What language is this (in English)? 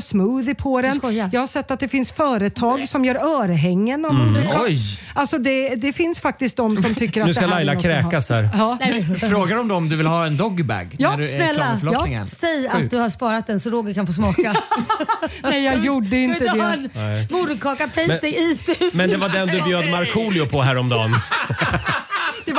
Swedish